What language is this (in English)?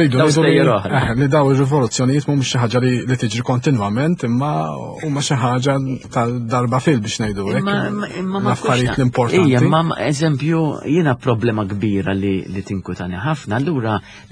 Maltese